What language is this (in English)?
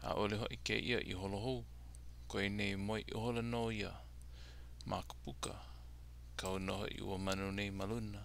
Hawaiian